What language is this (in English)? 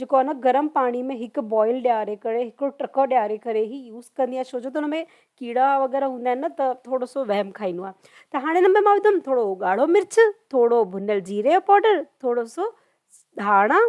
Sindhi